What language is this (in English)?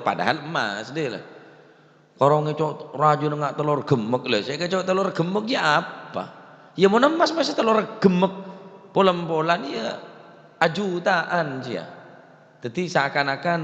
Madurese